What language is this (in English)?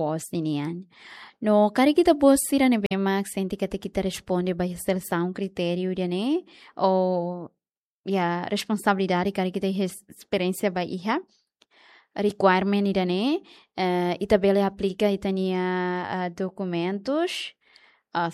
Tetum